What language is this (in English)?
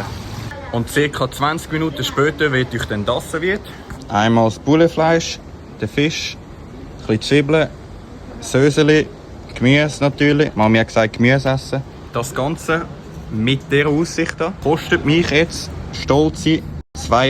Swiss German